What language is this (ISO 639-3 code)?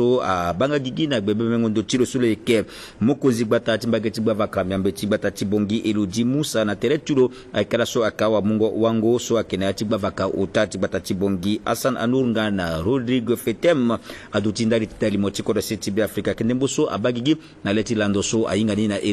sag